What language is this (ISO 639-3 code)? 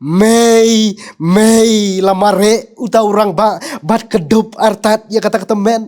kha